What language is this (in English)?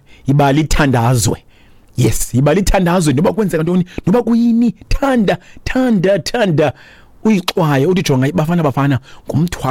Xhosa